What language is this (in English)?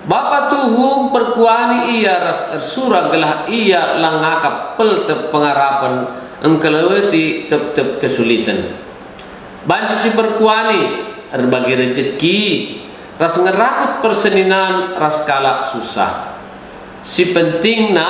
Batak Karo